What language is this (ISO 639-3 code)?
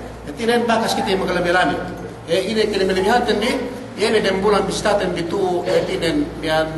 yka